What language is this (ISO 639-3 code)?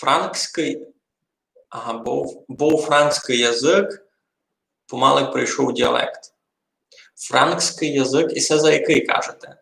rue